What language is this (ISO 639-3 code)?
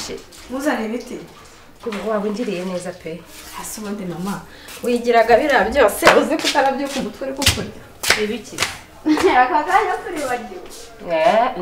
kin